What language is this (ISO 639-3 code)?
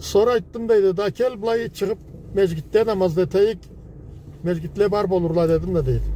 krc